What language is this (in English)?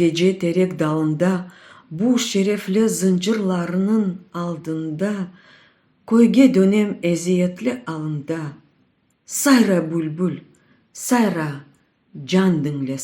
Crimean Tatar